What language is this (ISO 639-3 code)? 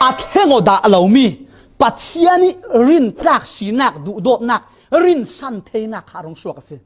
cfm